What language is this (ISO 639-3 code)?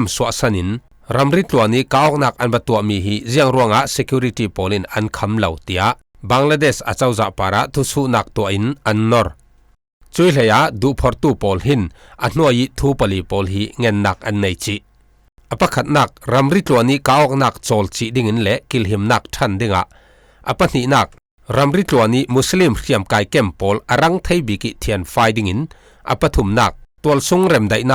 cfm